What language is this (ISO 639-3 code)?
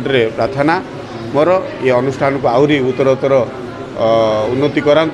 ori